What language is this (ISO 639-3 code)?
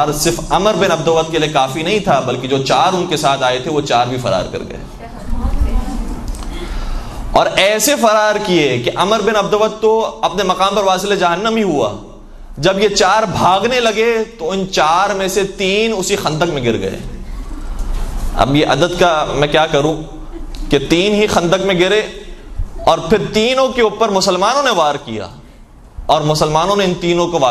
urd